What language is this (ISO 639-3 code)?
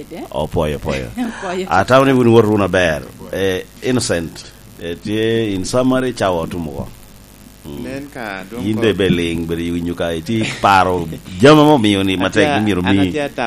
laj